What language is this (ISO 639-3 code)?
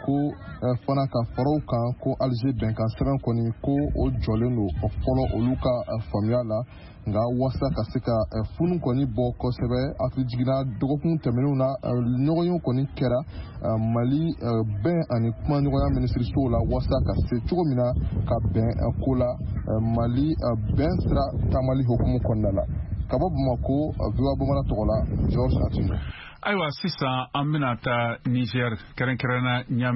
bam